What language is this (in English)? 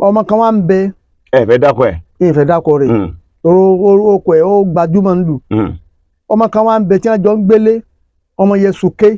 Yoruba